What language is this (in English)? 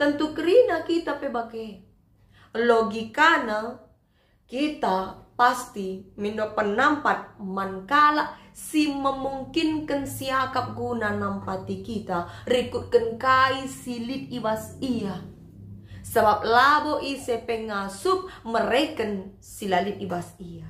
Batak Karo